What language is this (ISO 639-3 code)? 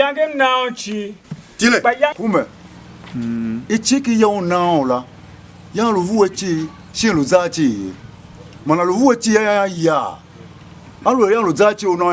tiv